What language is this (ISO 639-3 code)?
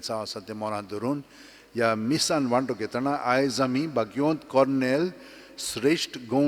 kok